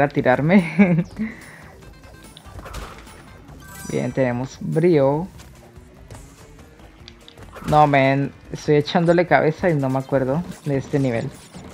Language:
Spanish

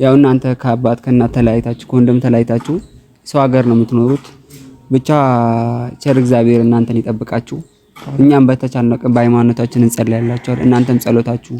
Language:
Amharic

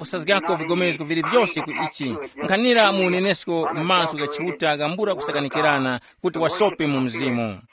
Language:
Tumbuka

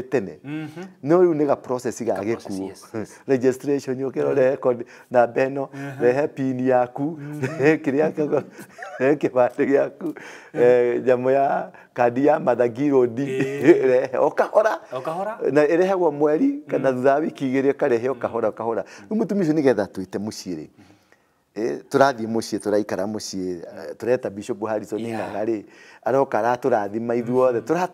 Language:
Kikuyu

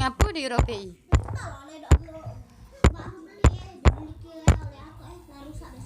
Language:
Musi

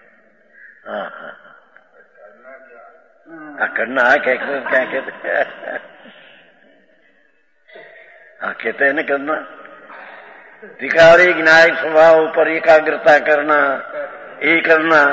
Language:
Gujarati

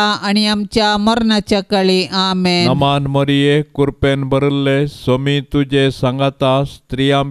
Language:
Konkani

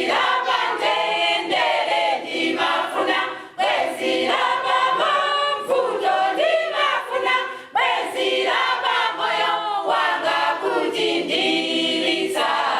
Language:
Nyanja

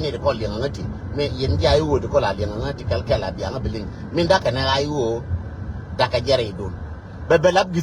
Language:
Nuer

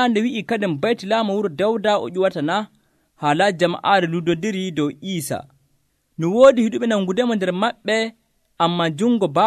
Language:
Nigerian Fulfulde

